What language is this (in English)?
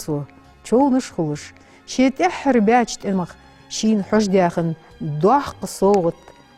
Ingush